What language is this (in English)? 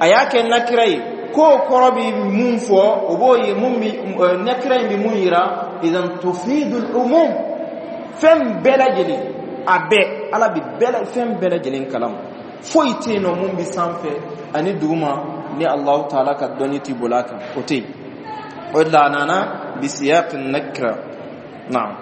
Bambara